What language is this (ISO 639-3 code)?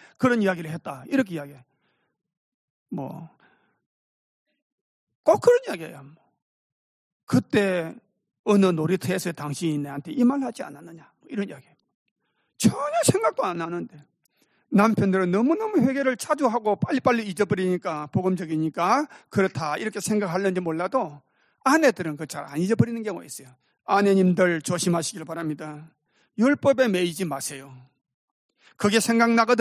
kor